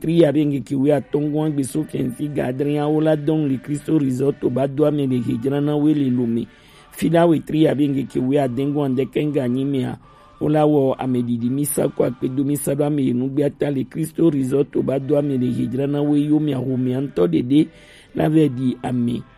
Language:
Gen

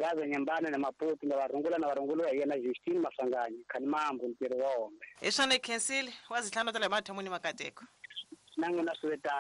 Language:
Tsonga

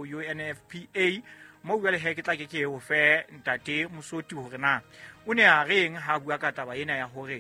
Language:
Southern Sotho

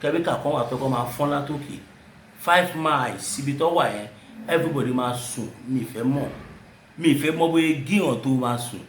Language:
Yoruba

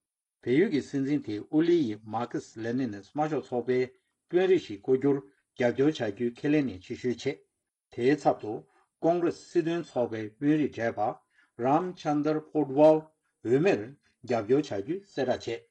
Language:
Tibetan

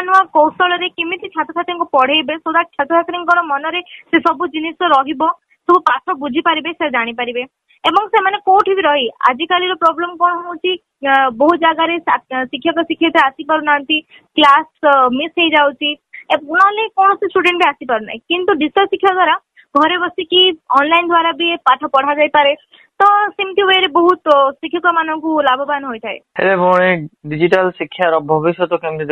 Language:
Odia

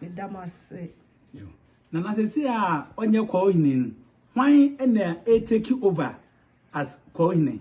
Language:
Akan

